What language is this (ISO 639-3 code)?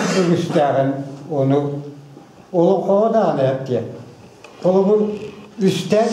sah